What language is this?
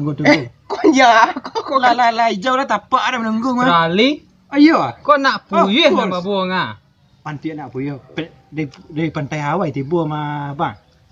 Minangkabau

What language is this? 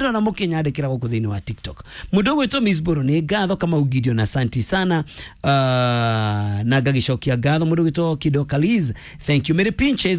Kikuyu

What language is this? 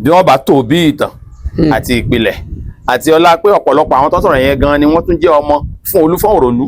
Yoruba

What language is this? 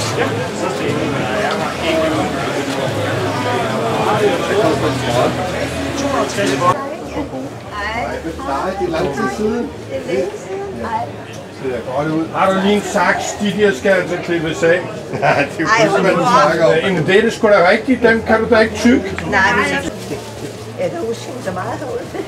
Danish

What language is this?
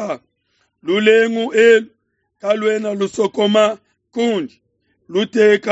Luba-Lulua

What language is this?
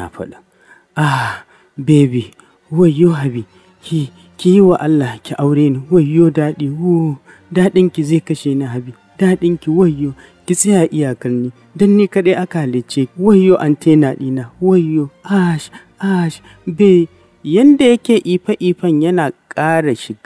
Hausa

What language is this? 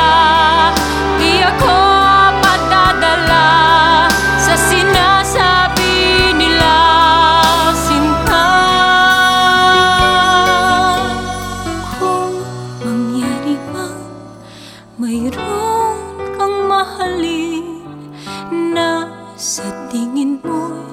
Filipino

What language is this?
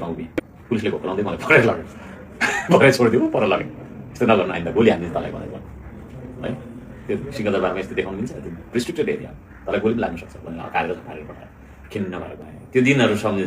Nepali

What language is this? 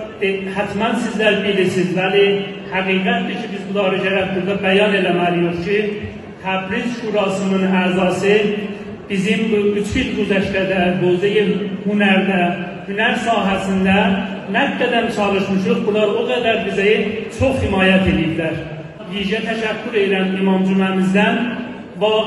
South Azerbaijani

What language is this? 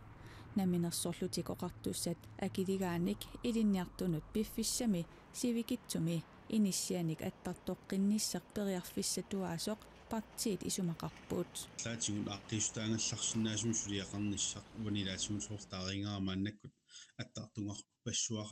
Kalaallisut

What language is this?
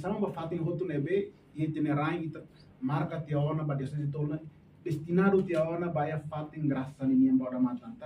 Tetum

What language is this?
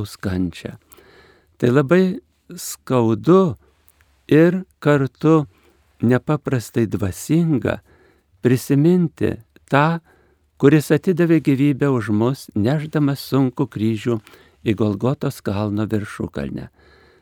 Lithuanian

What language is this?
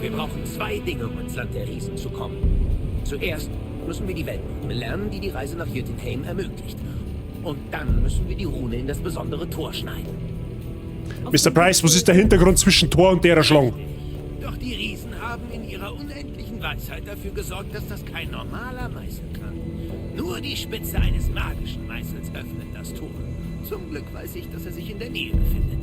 Bavarian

